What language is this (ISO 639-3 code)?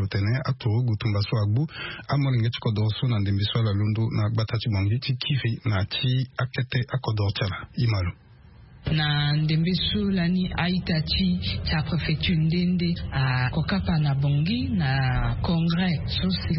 sag